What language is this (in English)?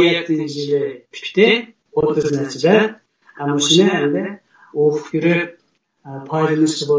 Uyghur